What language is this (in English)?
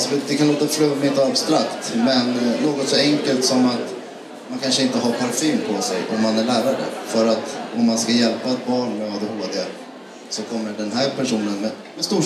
Swedish